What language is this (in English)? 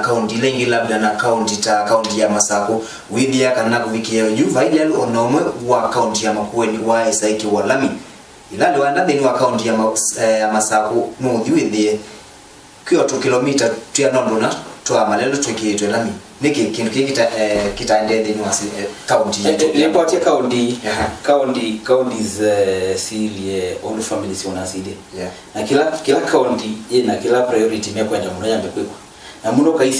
Kamba